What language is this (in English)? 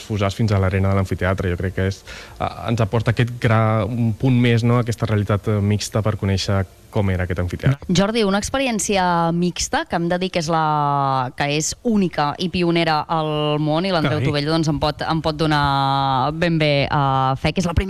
Catalan